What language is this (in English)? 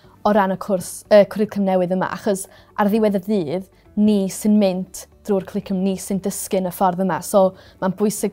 Welsh